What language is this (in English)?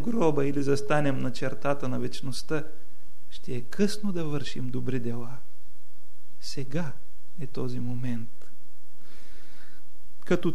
Bulgarian